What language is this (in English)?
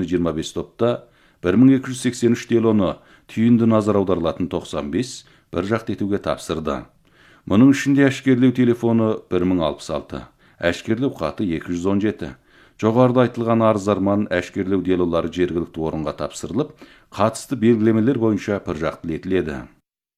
Kazakh